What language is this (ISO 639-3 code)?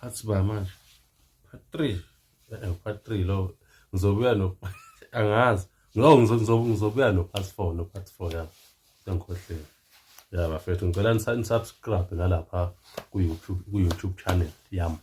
zul